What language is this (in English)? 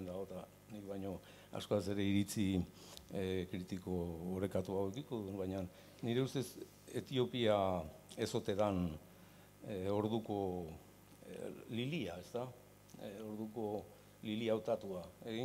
Basque